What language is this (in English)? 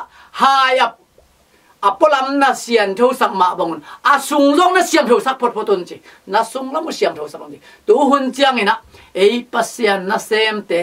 Tedim Chin